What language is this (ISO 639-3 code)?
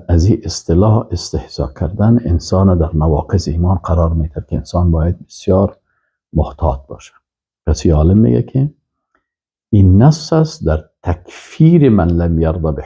fas